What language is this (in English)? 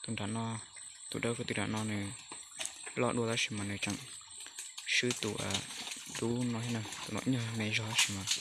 Hmong